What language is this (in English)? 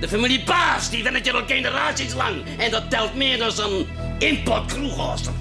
Western Frisian